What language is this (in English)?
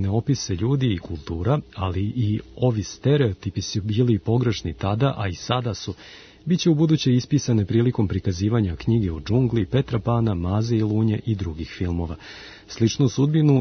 Serbian